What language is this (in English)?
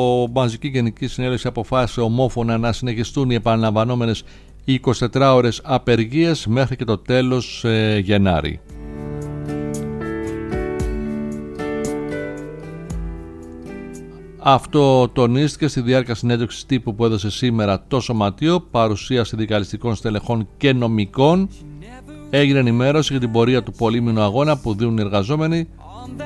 Greek